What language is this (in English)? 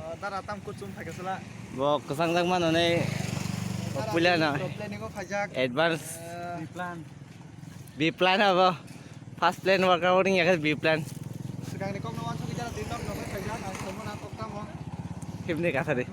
Kok Borok